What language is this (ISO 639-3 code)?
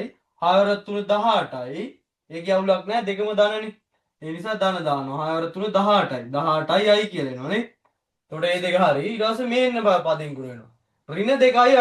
sin